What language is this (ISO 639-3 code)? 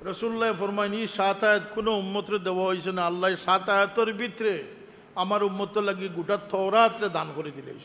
syl